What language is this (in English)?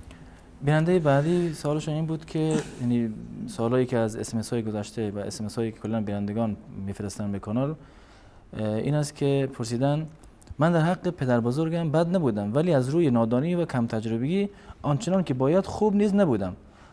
Persian